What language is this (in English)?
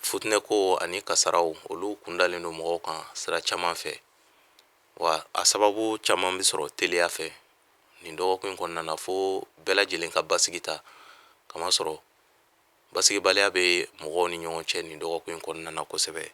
Bambara